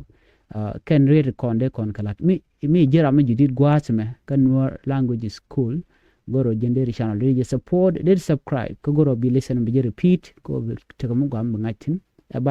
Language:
Nuer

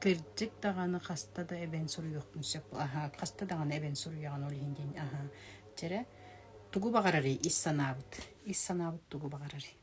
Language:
Yakut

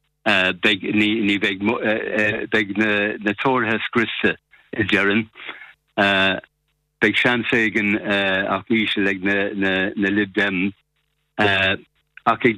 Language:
Irish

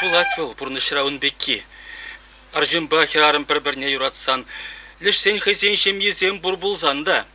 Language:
Chuvash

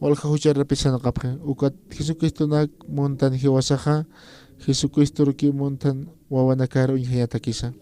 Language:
Aymara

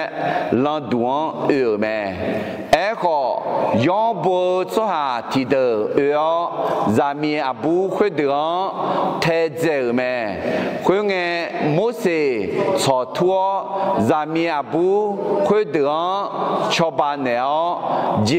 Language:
Akha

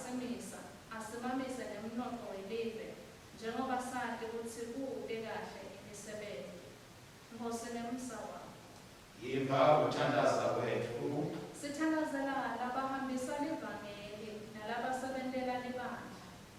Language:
Swati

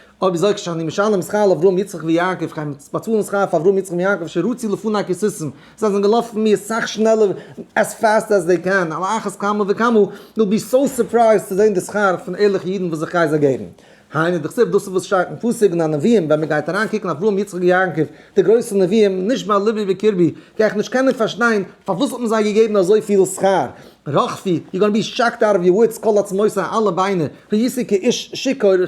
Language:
Yiddish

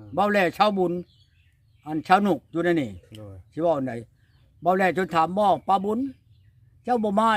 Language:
Northeastern Thai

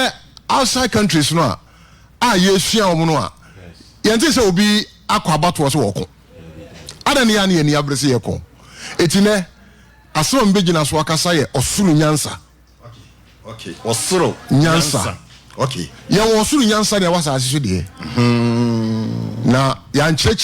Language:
Akan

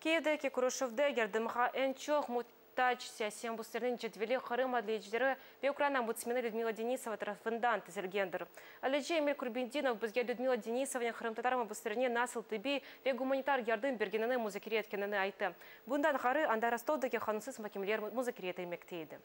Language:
Crimean Tatar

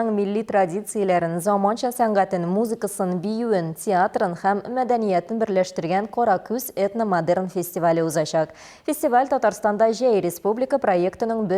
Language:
Tatar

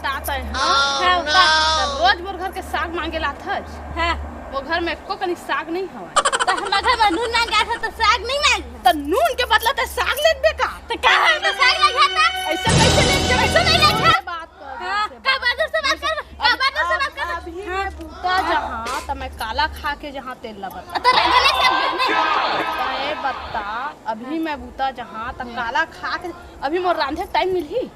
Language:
Chhattisgarhi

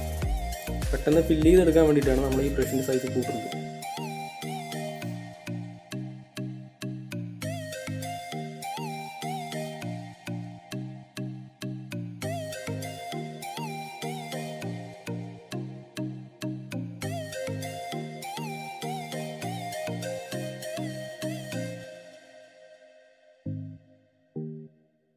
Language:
Malayalam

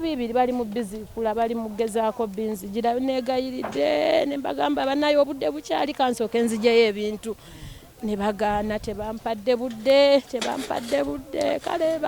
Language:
Ganda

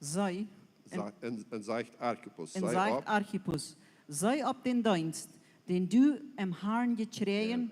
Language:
Plautdietsch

